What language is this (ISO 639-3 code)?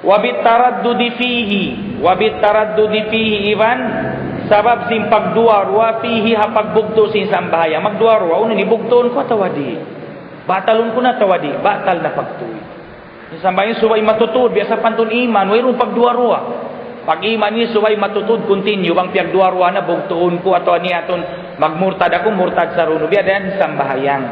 tsg